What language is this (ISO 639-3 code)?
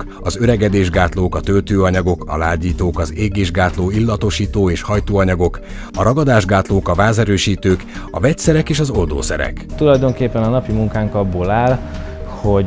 hun